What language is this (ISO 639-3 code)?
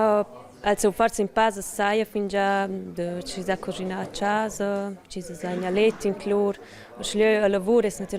roh